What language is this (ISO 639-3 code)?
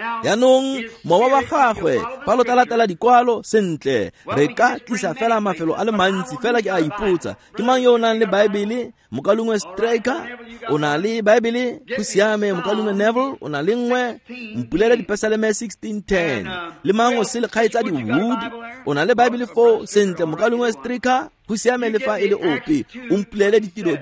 tsn